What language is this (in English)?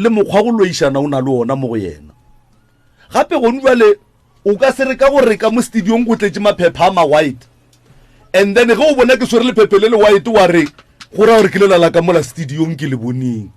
Northern Sotho